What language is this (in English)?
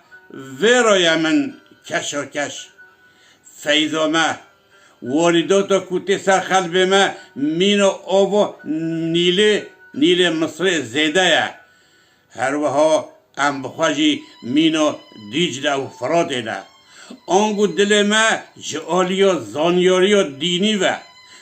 Kurdish